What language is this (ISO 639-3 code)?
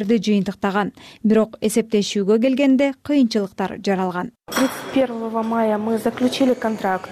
kir